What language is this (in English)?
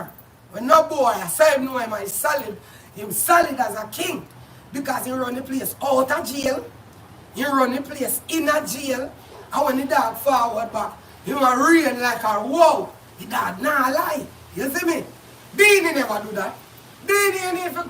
Jamaican Creole English